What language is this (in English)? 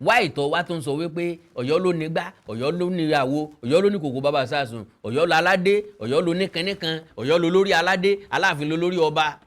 Yoruba